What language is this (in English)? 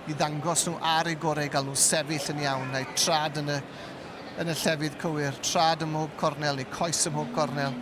Welsh